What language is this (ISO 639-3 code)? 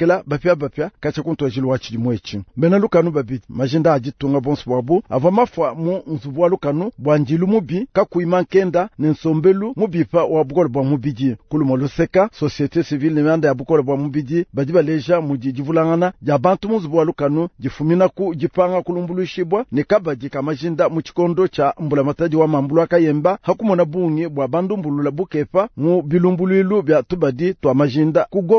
lua